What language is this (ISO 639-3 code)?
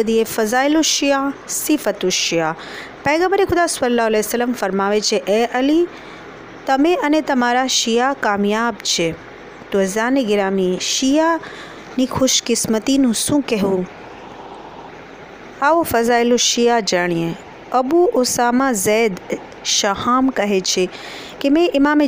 guj